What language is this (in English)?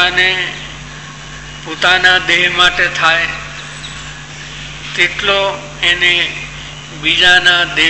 Gujarati